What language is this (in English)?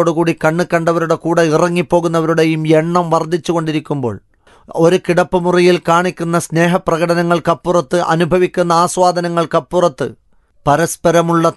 Malayalam